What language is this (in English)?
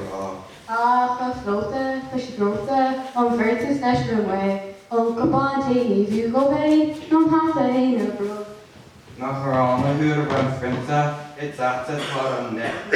Irish